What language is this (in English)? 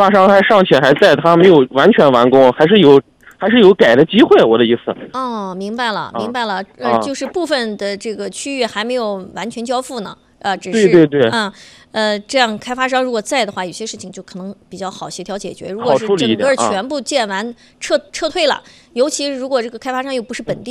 Chinese